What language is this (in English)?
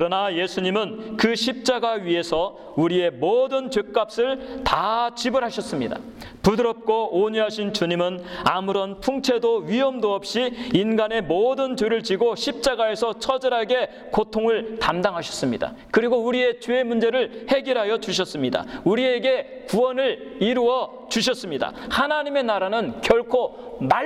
Korean